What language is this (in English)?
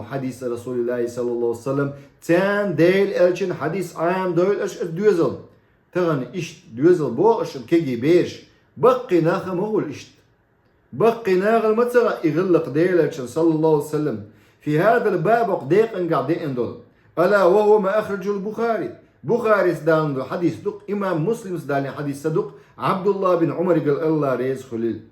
Chechen